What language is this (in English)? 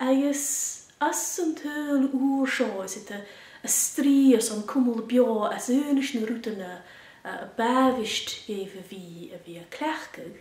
Scottish Gaelic